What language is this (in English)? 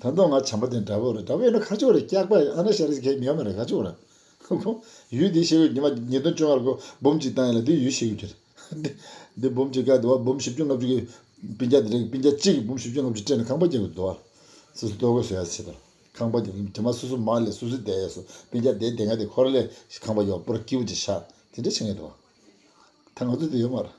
Tibetan